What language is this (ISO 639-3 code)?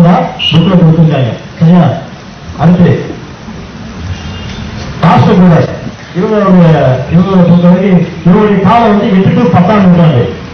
tam